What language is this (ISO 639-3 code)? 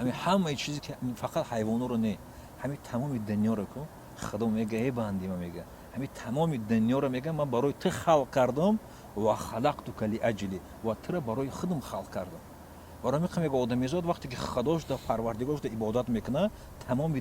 tgk